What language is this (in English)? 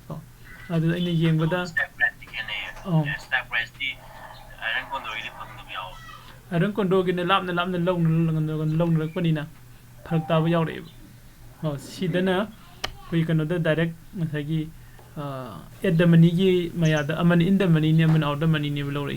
Manipuri